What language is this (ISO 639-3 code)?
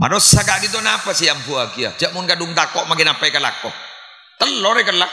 mad